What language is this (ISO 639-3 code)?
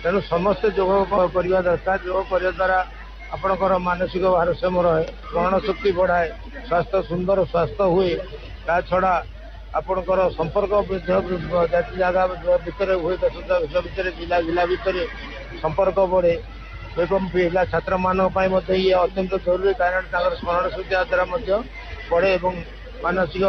ori